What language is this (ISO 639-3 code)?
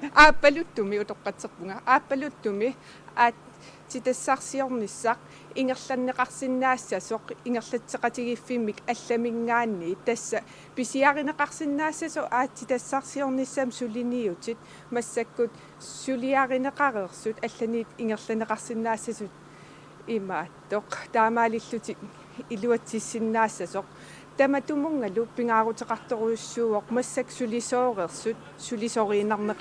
kal